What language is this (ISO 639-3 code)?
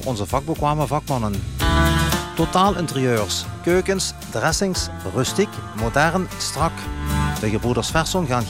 nld